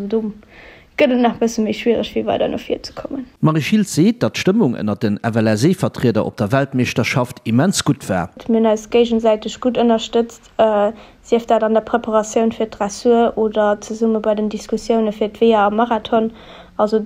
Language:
Luxembourgish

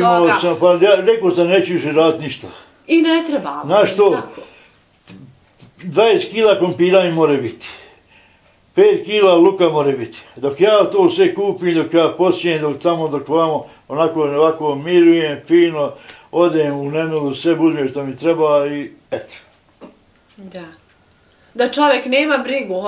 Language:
Bosnian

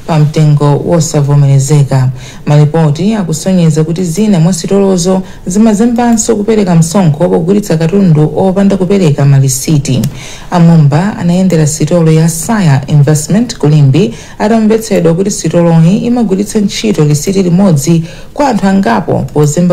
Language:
Nyanja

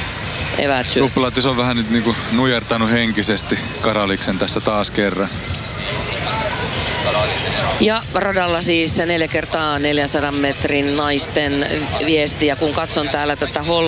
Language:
Finnish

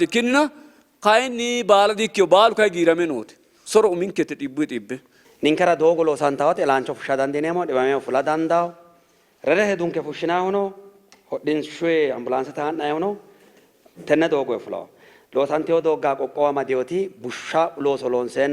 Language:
Sidamo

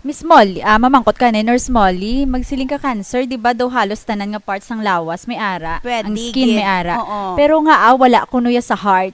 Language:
Hiligaynon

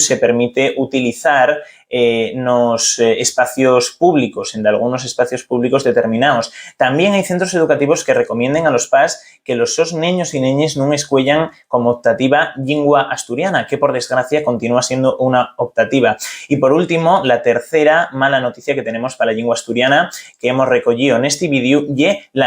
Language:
Asturian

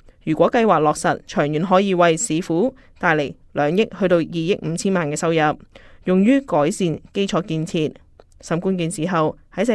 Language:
Cantonese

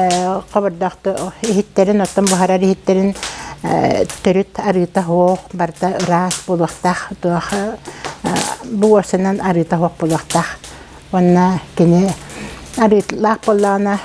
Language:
Yakut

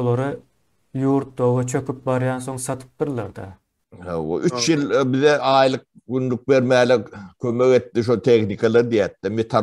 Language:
Turkmen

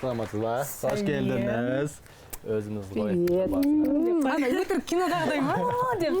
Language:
Kazakh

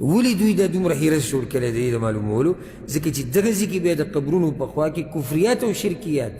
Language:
Pashto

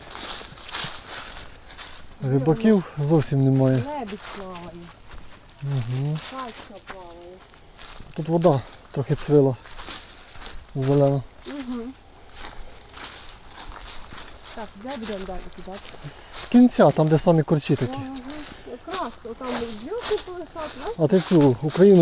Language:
Ukrainian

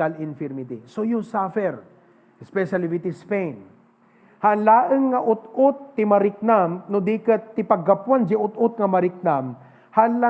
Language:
Iloko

